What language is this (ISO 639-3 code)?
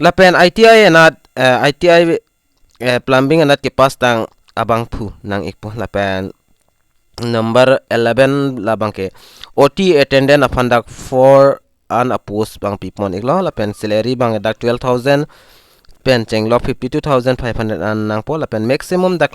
mjw